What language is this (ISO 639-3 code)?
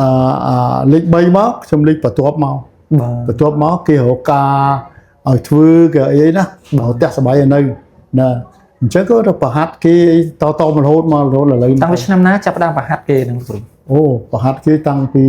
khm